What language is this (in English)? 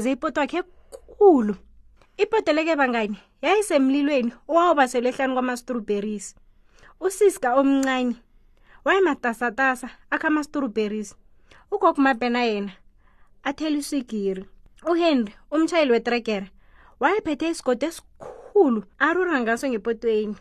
South Ndebele